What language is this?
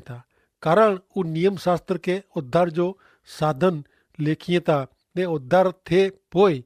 Kachhi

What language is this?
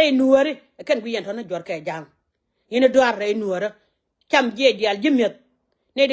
Nuer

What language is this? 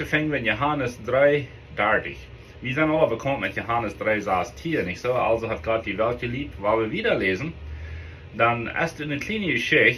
Plautdietsch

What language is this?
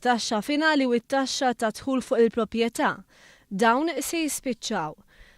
Maltese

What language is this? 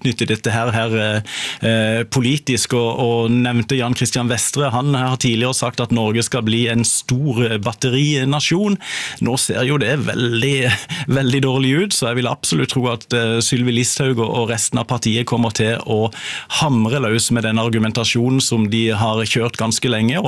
Norwegian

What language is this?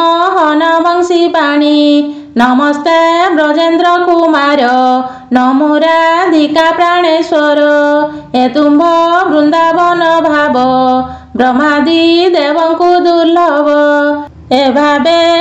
Odia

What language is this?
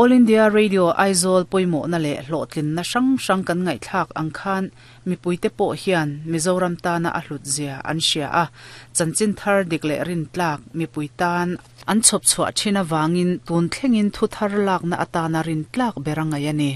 Mizo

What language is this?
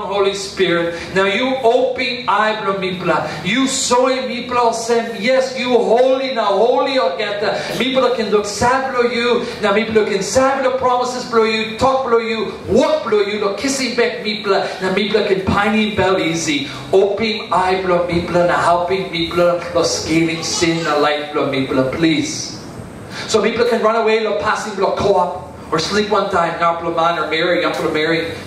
Tok Pisin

